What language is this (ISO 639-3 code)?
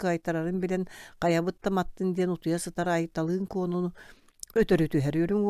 sah